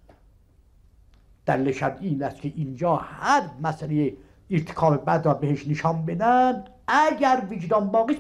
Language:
Persian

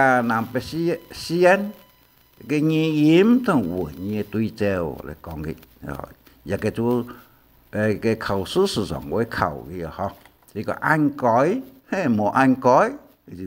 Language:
Hakka Chinese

